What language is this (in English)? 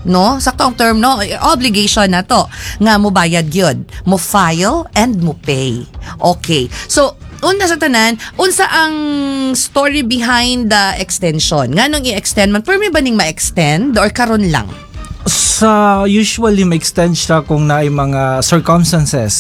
Cebuano